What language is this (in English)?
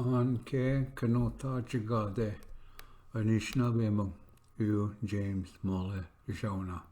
Ojibwa